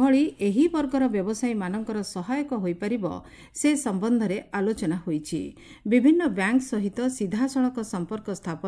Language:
Odia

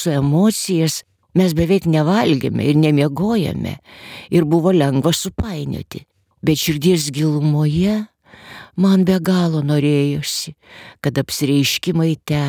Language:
Lithuanian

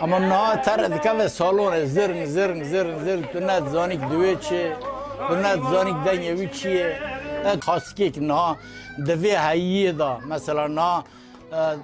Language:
Kurdish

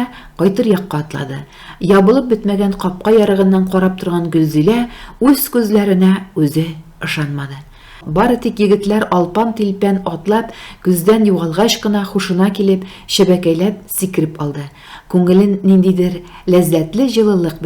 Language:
Tatar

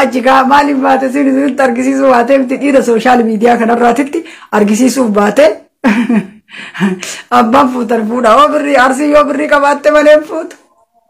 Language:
Oromo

